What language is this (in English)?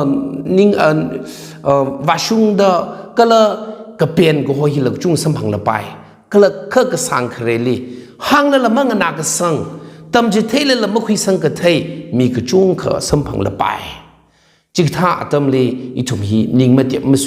Tangkhul Naga (India)